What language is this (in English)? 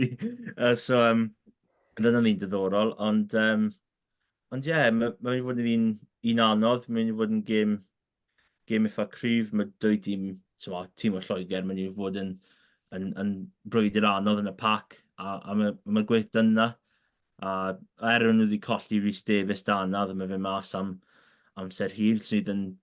Welsh